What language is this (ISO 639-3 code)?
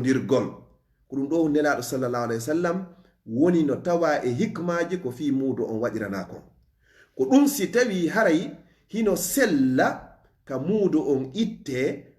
ful